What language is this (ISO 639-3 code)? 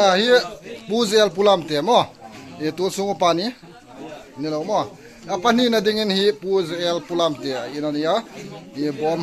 hmr